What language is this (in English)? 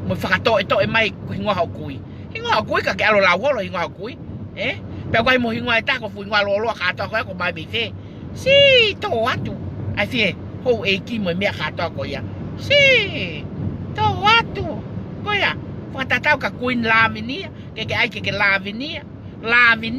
Tongan